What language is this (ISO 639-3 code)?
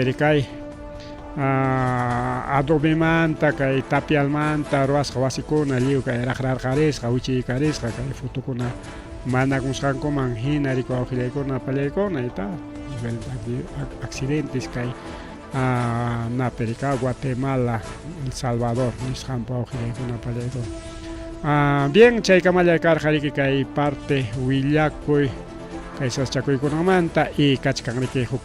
quy